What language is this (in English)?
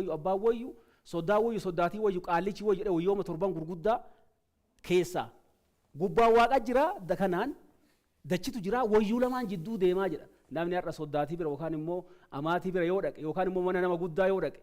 Oromo